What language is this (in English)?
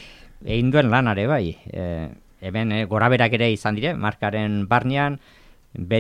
Basque